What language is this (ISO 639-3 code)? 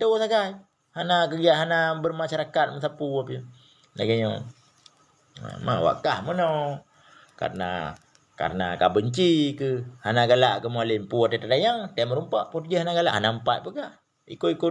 ace